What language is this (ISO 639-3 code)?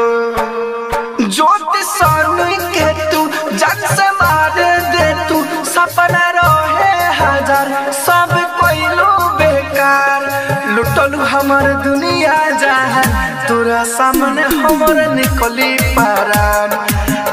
bho